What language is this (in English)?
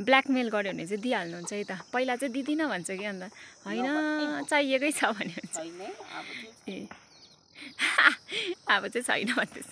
Nepali